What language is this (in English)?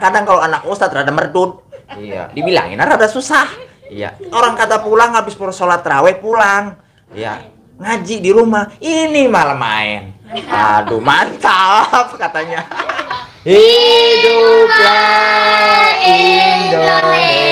Betawi